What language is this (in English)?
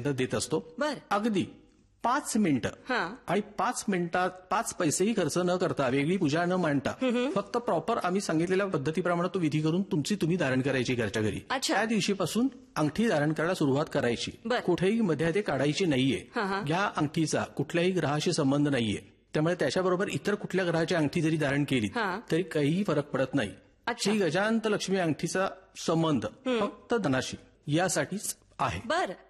Marathi